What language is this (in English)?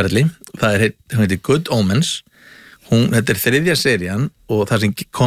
Icelandic